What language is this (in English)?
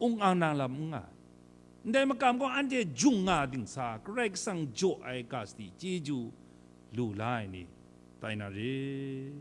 Kachin